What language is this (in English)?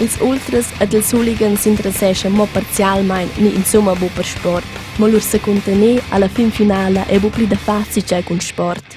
Romansh